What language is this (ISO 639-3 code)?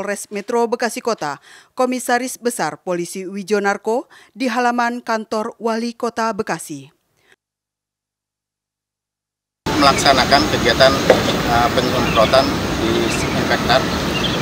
ind